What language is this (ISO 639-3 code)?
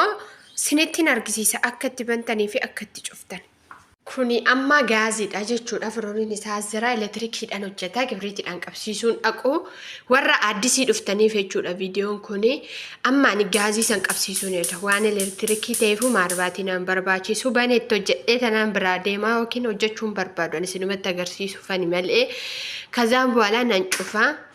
orm